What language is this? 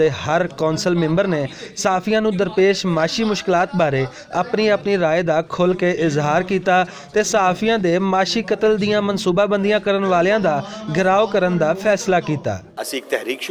Western Panjabi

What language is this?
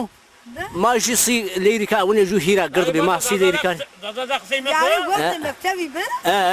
Zaza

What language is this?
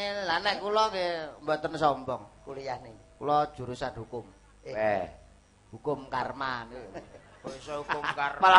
Javanese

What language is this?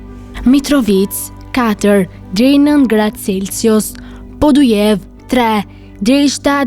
Albanian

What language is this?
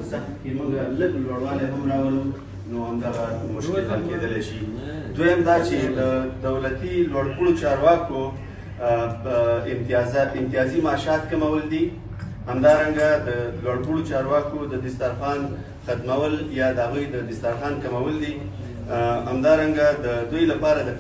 Pashto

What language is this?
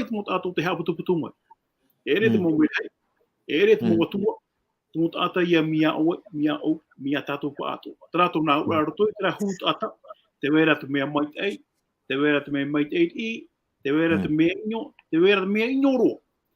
Tahitian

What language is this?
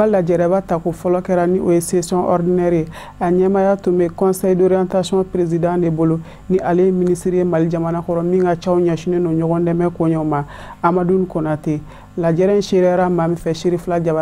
Bambara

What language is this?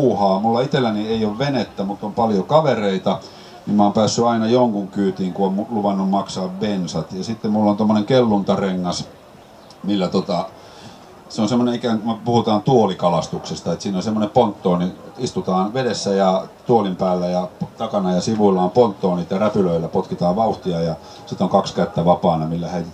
Finnish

